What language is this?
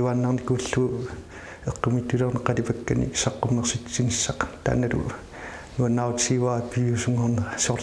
Kalaallisut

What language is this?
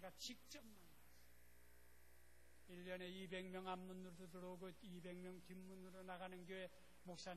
Korean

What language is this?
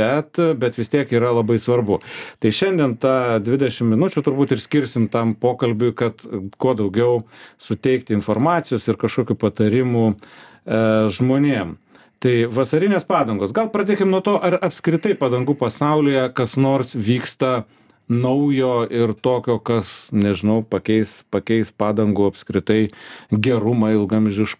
Lithuanian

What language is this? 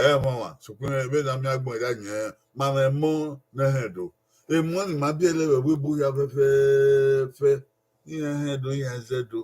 Bini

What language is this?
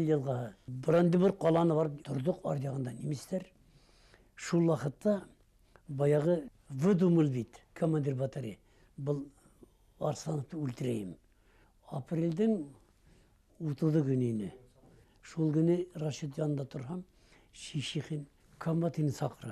Bashkir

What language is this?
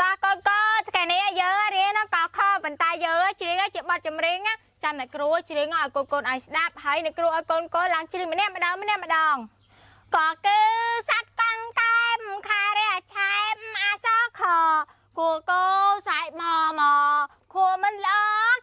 Khmer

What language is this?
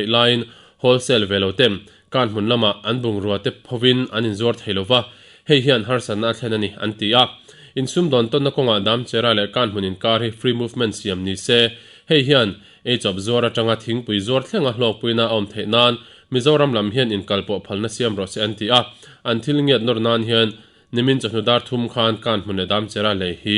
Mizo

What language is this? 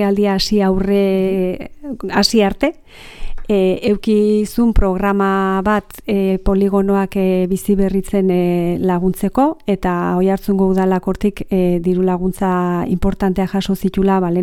Basque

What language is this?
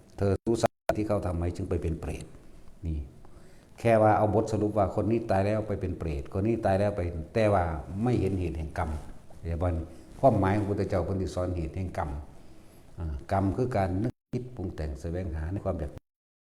Northeastern Thai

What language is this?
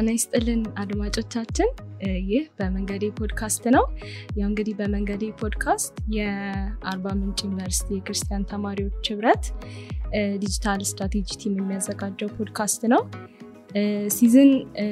Amharic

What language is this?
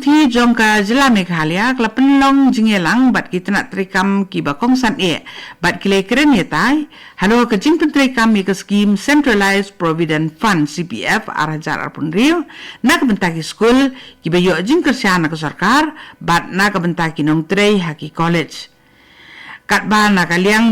Khasi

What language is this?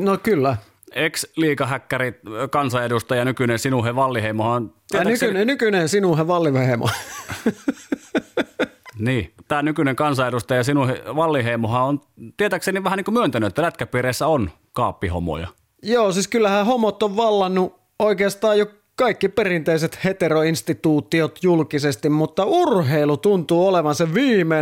Finnish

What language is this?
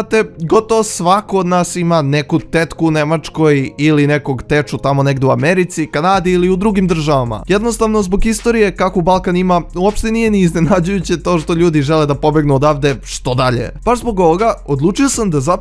Serbian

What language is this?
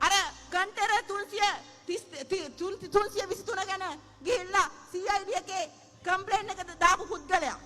Sinhala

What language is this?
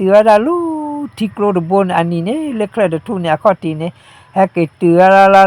S'gaw Karen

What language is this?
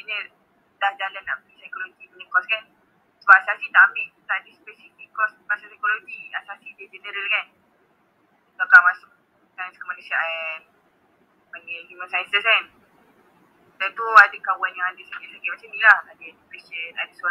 Malay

